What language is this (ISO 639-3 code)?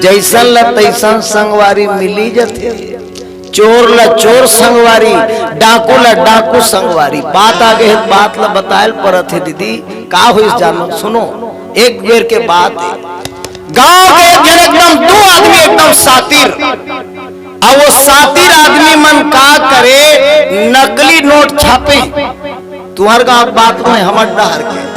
hne